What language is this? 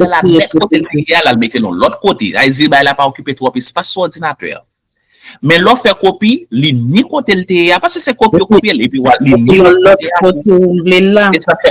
Haitian Creole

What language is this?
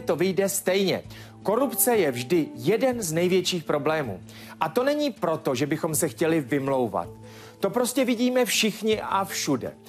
Czech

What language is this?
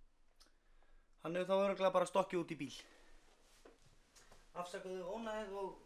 Icelandic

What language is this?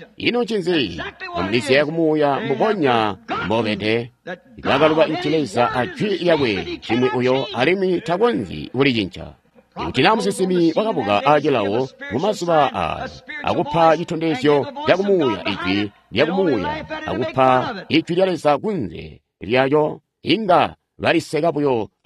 Tonga (Zambia)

